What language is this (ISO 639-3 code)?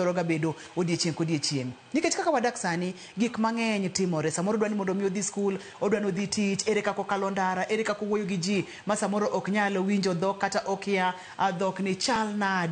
luo